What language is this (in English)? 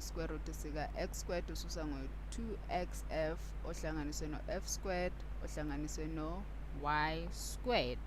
Zulu